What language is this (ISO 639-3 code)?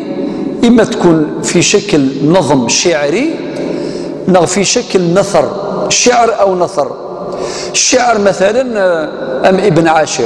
ara